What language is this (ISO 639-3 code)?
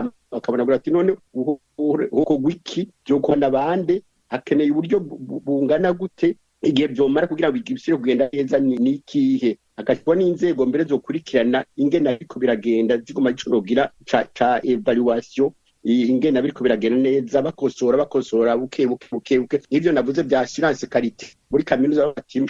run